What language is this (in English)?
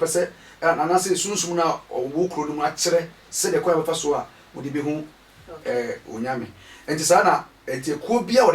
Akan